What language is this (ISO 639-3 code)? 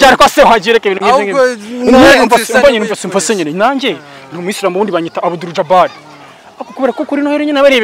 kin